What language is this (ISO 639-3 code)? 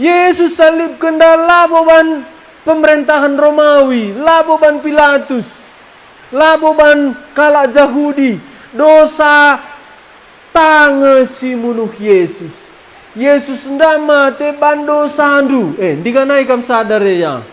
btx